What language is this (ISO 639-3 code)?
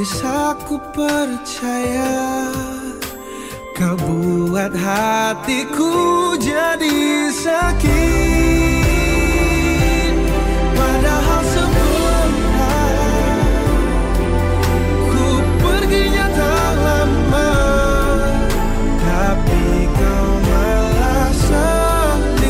ind